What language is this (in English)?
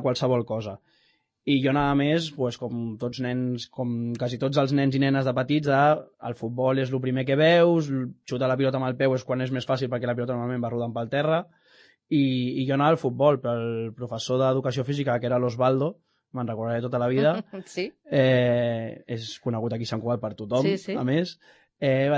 Catalan